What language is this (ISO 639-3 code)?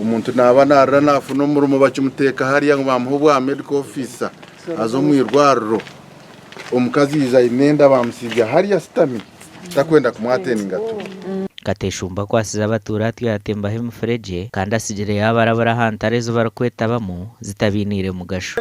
nyn